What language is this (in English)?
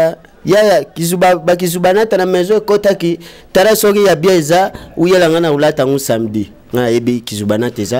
Lingala